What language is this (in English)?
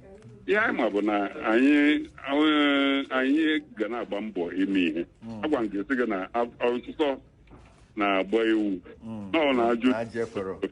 Igbo